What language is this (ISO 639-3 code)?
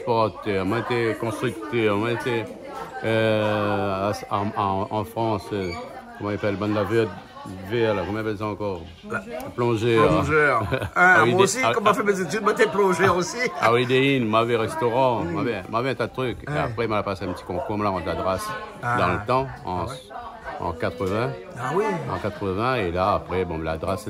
rcf